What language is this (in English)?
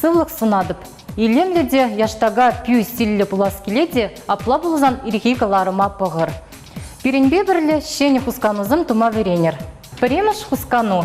Chuvash